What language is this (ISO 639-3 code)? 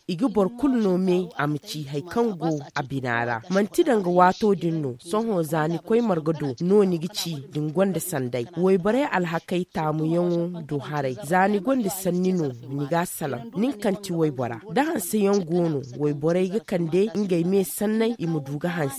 dje